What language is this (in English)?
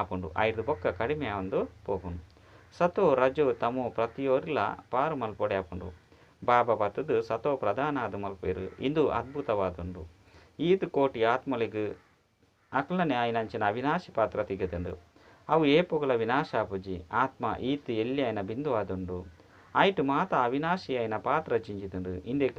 Tulu